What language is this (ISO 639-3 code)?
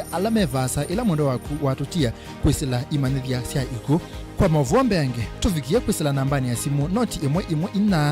kam